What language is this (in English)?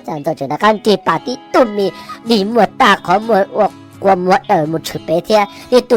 Hmong